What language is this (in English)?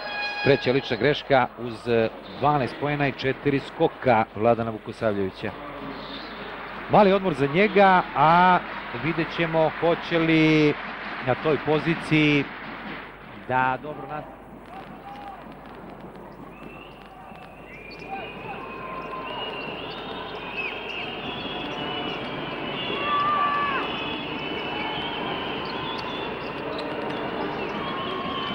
Serbian